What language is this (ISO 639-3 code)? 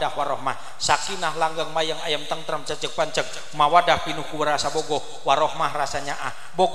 sun